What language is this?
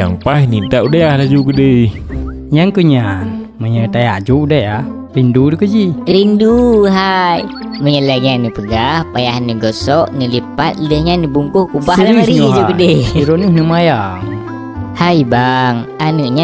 Achinese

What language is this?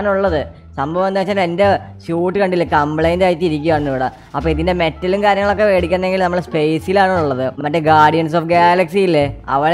Malayalam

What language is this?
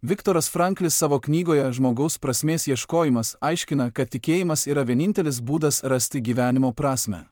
Lithuanian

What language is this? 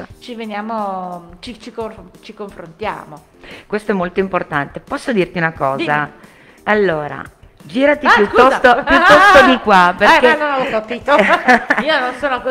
Italian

